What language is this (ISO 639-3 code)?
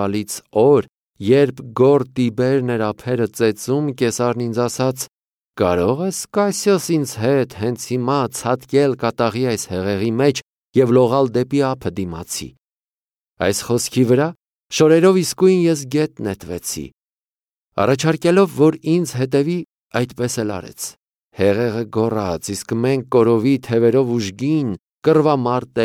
hye